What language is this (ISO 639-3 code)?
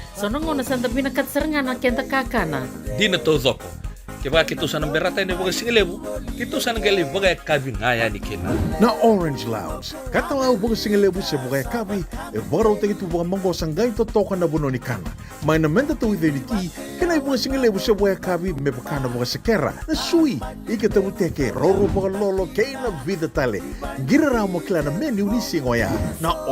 fij